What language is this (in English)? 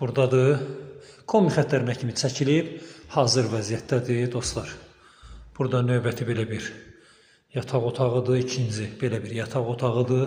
Azerbaijani